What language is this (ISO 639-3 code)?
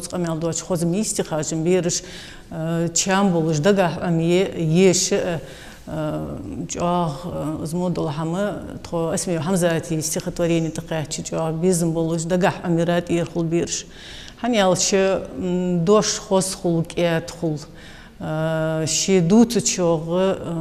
inh